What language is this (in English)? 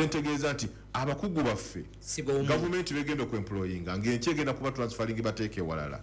Ganda